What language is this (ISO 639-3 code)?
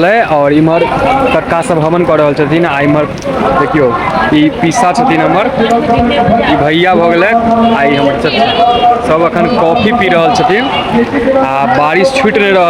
mai